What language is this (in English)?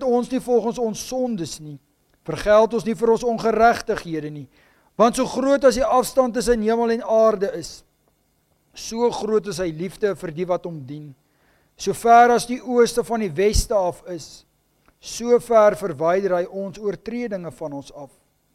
Afrikaans